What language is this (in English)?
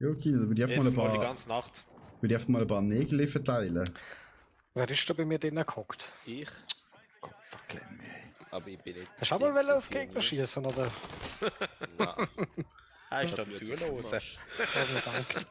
Swiss German